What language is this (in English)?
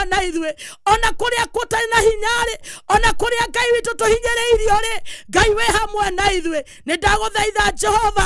Kikuyu